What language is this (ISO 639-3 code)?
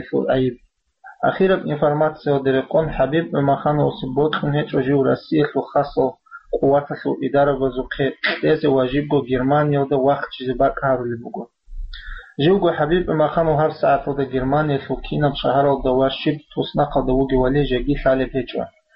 ava